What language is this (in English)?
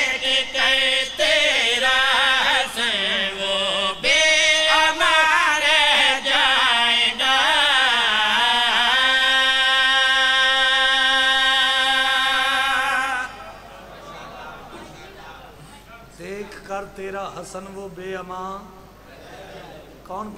Urdu